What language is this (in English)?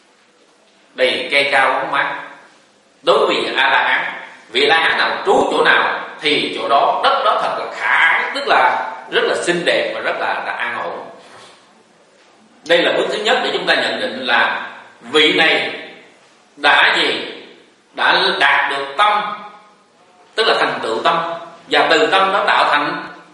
Vietnamese